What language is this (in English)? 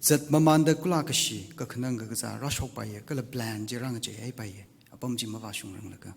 Tangkhul Naga (India)